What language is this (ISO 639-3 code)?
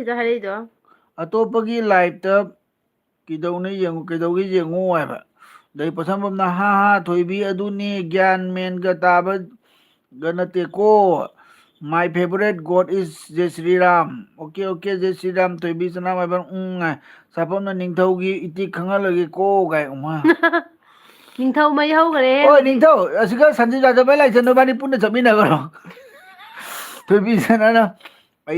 mni